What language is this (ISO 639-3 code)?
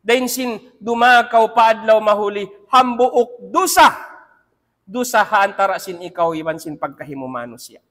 tsg